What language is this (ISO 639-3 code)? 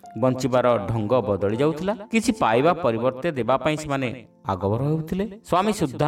ori